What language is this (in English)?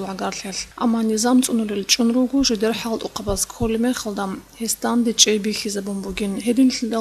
Avaric